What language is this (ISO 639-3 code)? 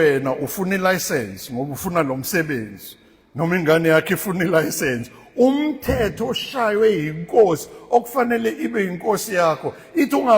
zul